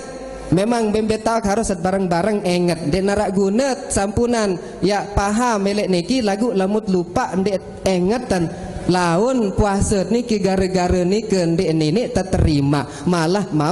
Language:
Sasak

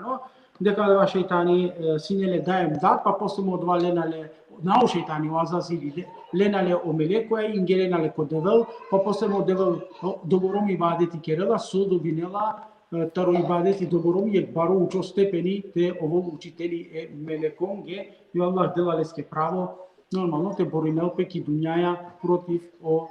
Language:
Balkan Romani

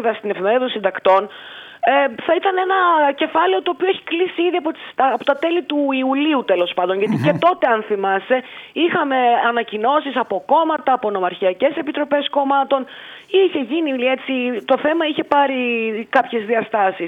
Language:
Greek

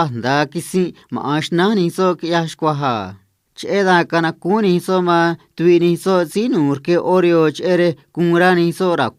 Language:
Copala Triqui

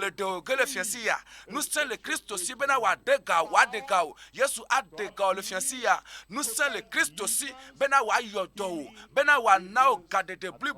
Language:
Ewe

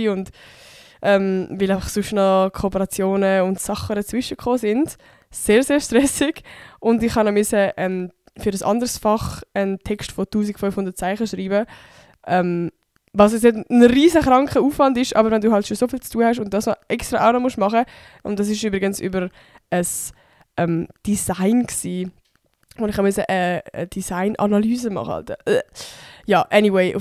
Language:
Swiss German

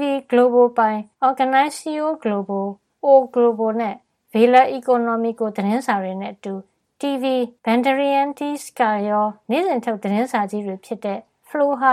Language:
Burmese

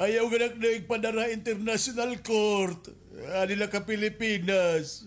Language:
Waray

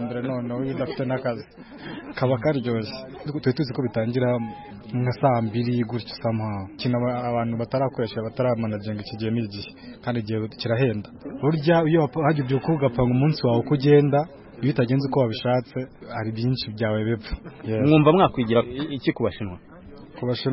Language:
Kinyarwanda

